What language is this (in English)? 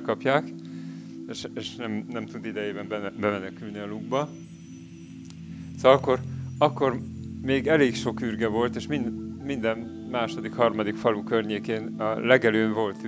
Hungarian